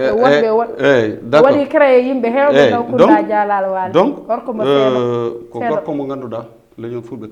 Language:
Fula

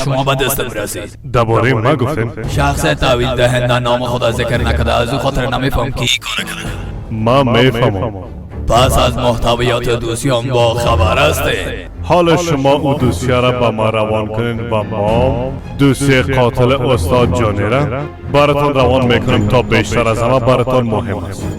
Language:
Persian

